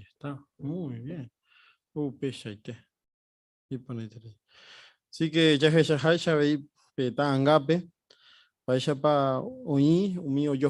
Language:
Guarani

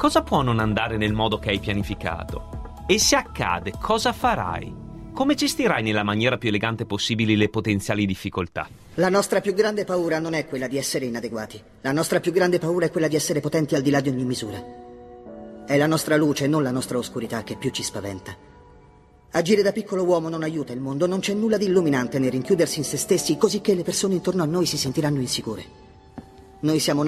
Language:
Italian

